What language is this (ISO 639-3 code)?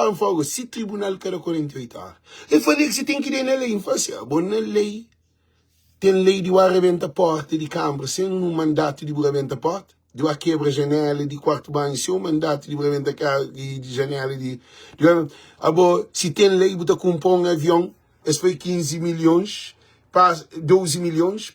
kea